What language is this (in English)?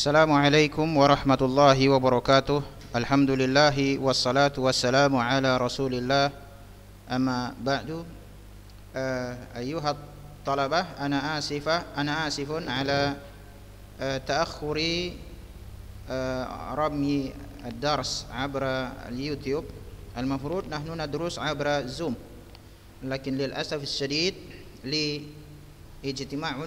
Arabic